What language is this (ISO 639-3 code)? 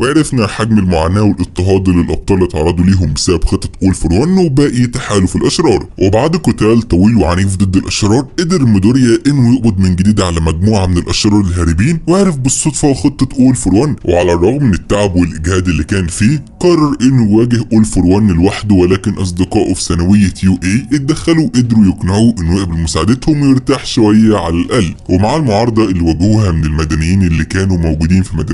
arz